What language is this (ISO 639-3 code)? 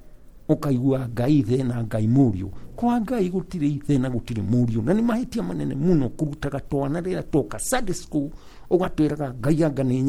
kik